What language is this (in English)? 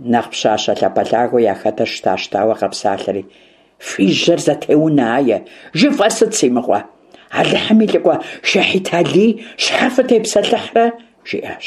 Kabardian